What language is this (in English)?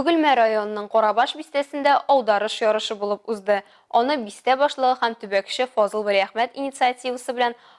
Tatar